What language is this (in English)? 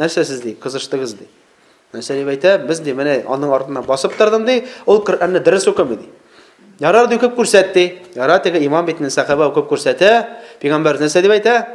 Tatar